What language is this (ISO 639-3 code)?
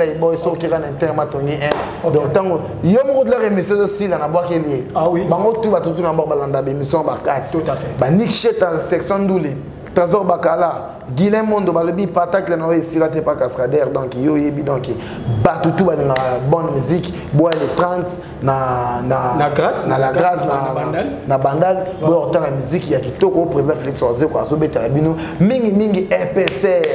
lin